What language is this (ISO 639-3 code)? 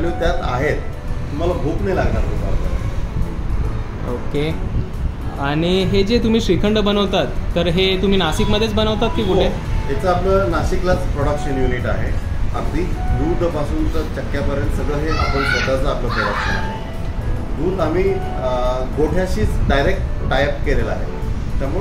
mar